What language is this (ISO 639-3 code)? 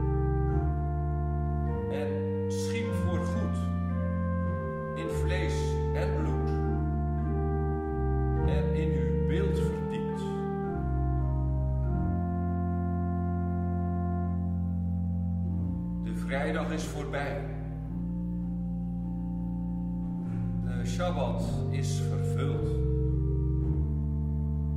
nld